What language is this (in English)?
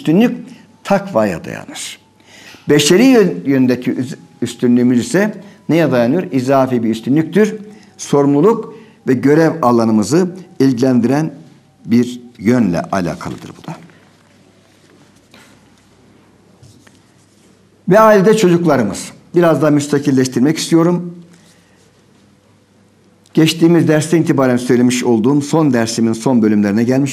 Turkish